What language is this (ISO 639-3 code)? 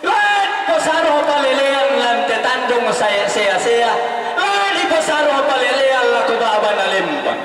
sda